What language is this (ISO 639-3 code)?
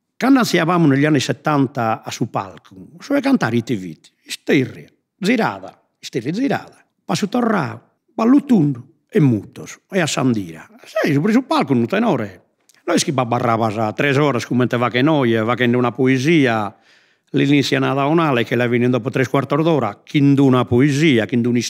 srd